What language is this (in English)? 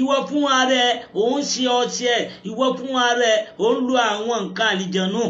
Yoruba